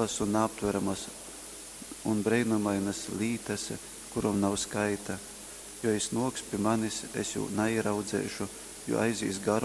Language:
Latgalian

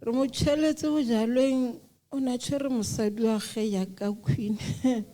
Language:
Southern Sotho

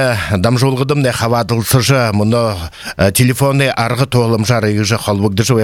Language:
Buriat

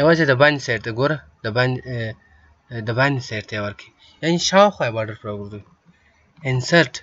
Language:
Pashto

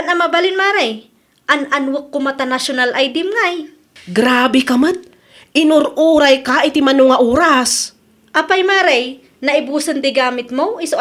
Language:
Iloko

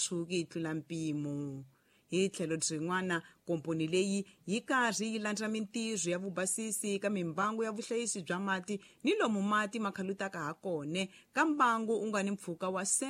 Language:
Tsonga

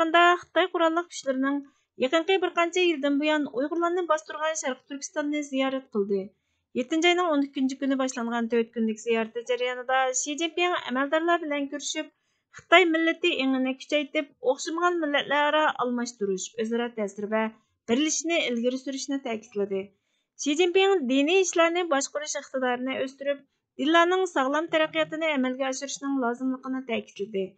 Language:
Uyghur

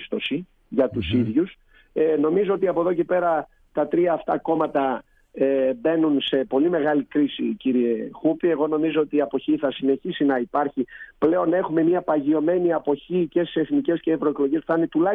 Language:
Greek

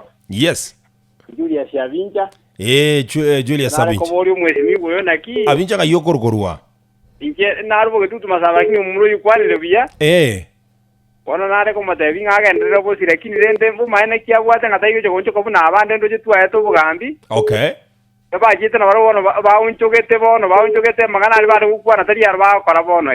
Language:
Gusii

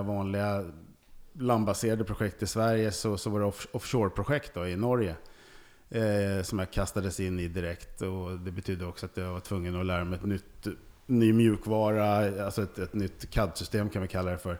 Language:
Swedish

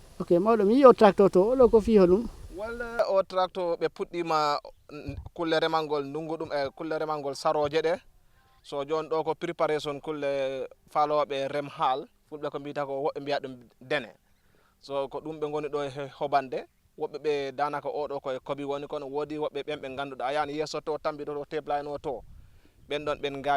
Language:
Fula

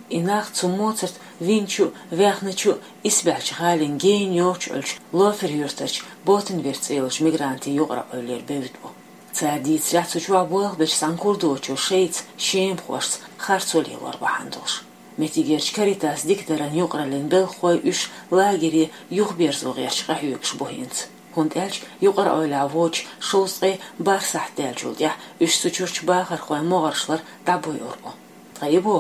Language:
Chechen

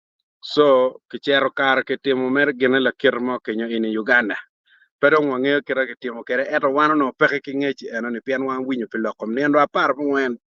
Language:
Acoli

